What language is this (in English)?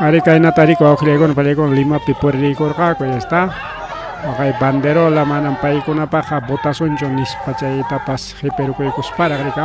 Ayacucho Quechua